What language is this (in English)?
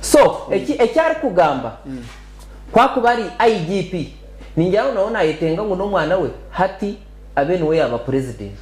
Nyankole